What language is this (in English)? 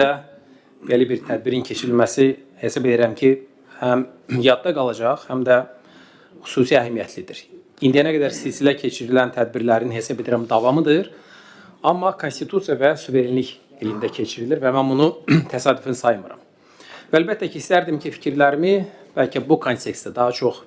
Azerbaijani